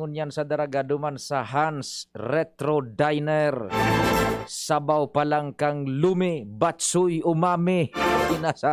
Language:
Bikol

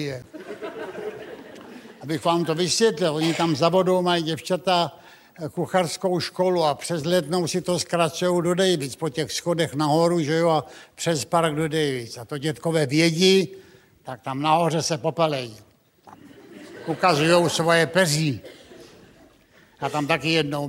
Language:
Czech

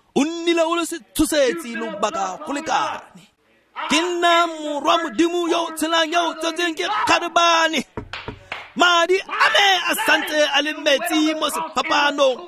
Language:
Tswana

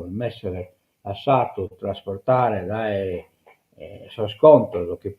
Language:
Sardinian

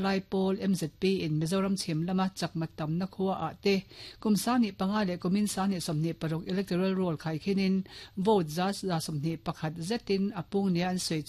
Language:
Mizo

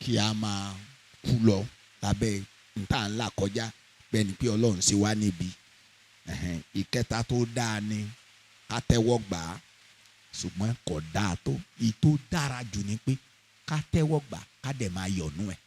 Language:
Yoruba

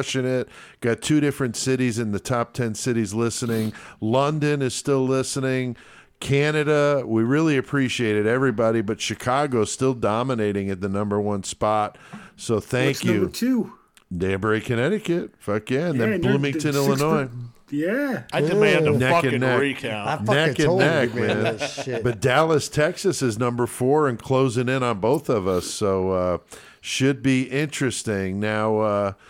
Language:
English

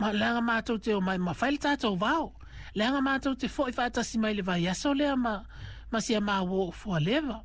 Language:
Samoan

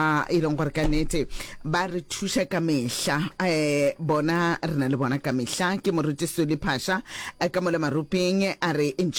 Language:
Northern Sotho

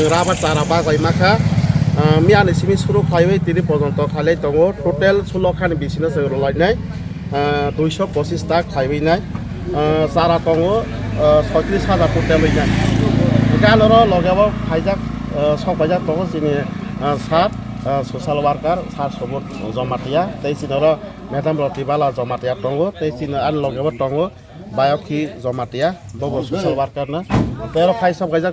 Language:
Kok Borok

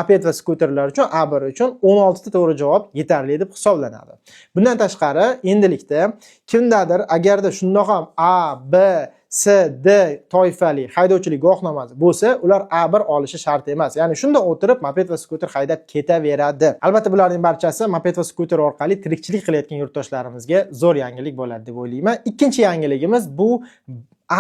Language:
Uzbek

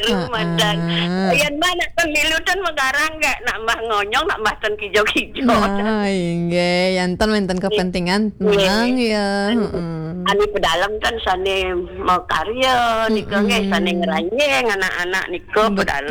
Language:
Balinese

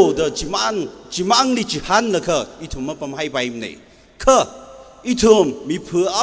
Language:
Tangkhul Naga (India)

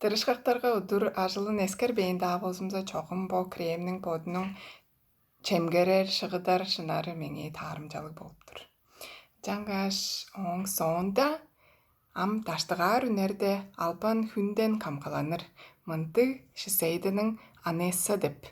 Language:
Tuvinian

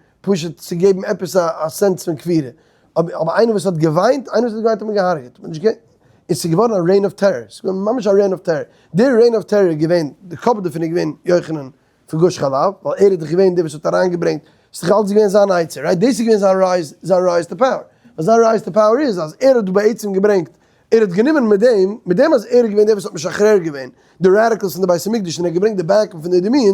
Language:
Yiddish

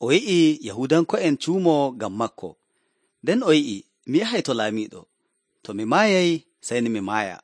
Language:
Nigerian Fulfulde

